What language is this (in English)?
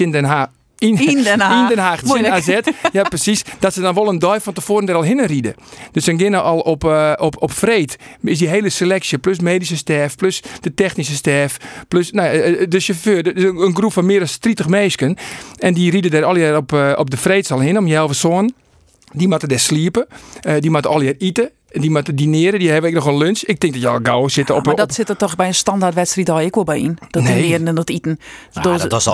Western Frisian